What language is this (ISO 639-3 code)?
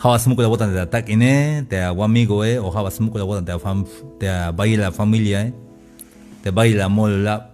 tzh